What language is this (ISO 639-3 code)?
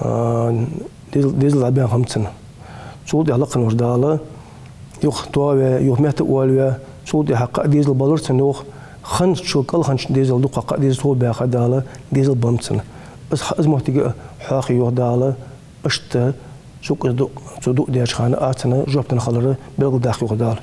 inh